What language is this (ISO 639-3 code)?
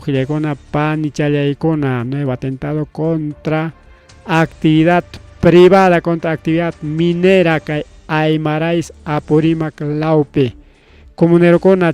quy